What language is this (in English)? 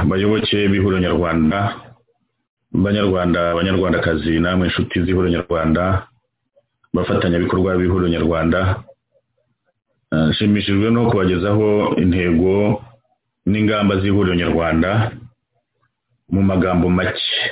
Kinyarwanda